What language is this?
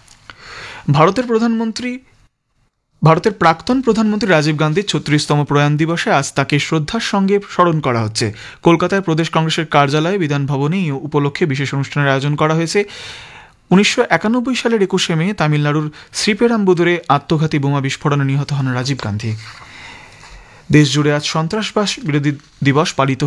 Bangla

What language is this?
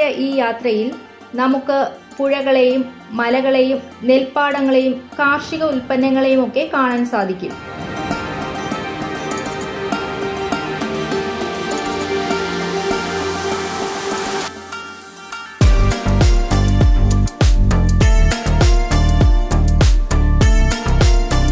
Malayalam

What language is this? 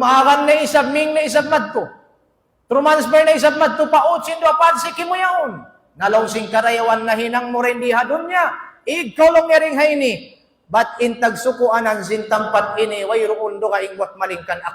Tausug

